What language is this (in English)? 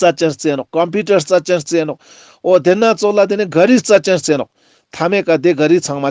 Ladakhi